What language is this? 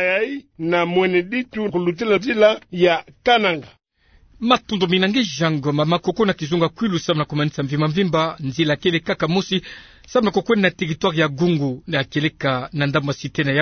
Kituba (Democratic Republic of Congo)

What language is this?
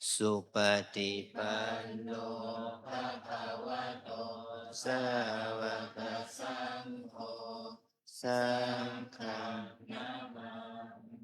Pali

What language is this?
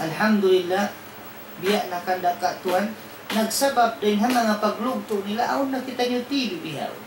Tausug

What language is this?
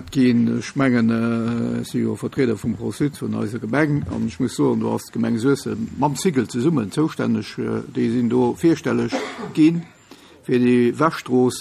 Luxembourgish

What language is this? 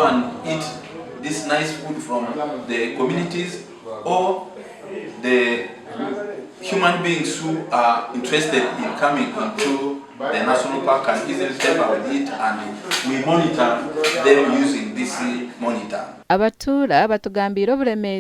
Nyankole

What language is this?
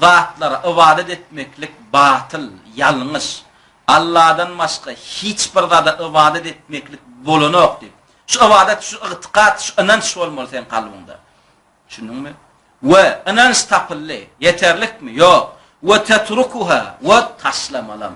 Turkmen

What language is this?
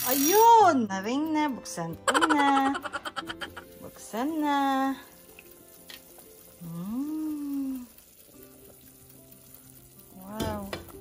Filipino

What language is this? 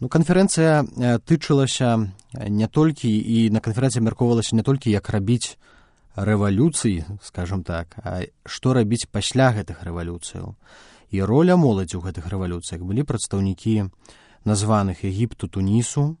Belarusian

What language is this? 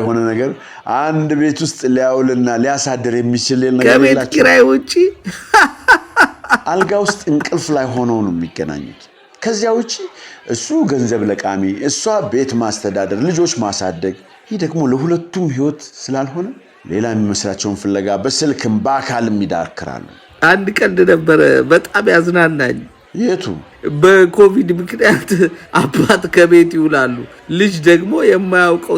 Amharic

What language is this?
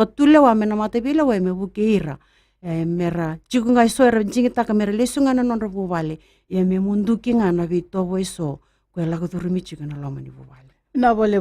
Fijian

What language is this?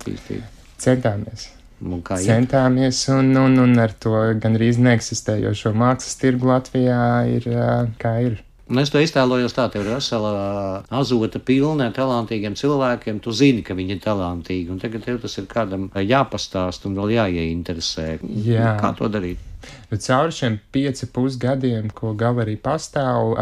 Latvian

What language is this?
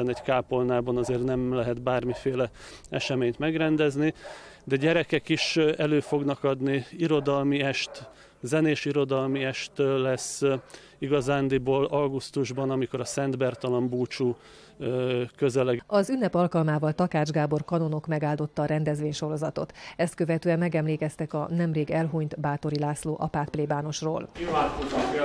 Hungarian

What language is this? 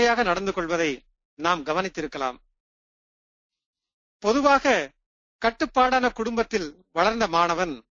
Tamil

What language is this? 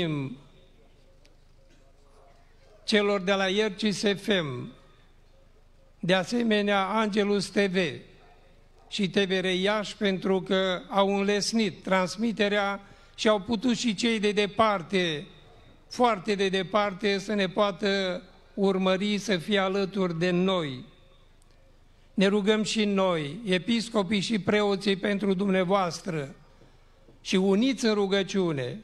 Romanian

